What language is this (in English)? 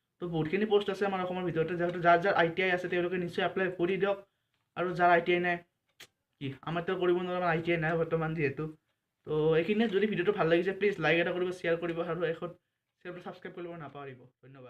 Assamese